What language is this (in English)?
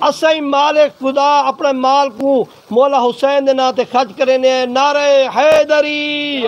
Saraiki